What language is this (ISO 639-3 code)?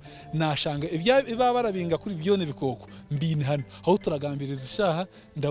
nyn